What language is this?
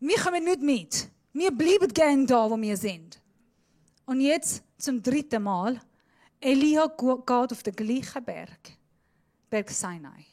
Swiss German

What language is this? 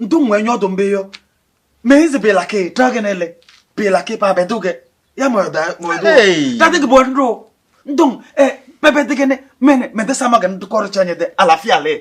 Kabiyè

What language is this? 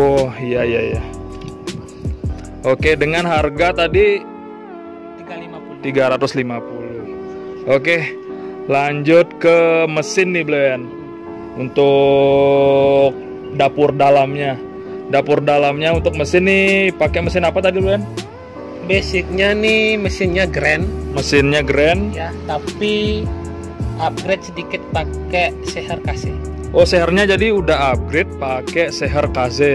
Indonesian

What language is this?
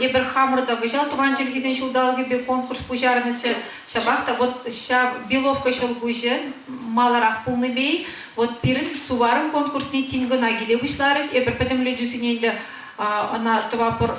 Chuvash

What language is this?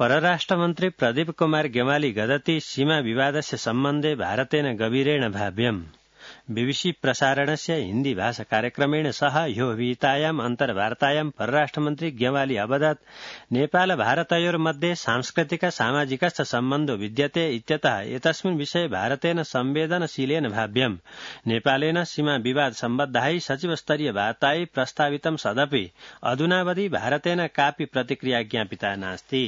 Sanskrit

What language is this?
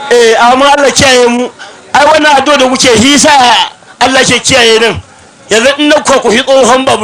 Hausa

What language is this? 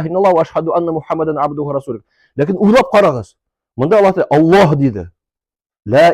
Tatar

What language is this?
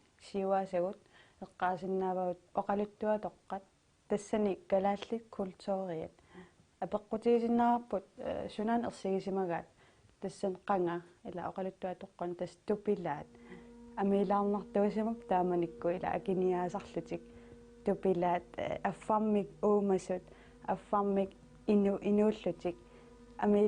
Kalaallisut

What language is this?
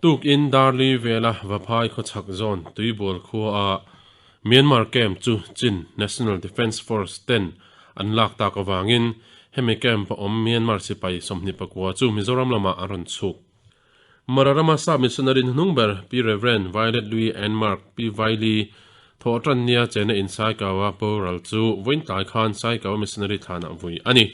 Mizo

